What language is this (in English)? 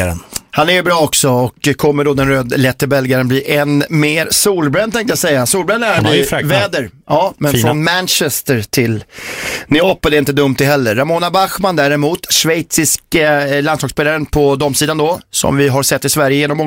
Swedish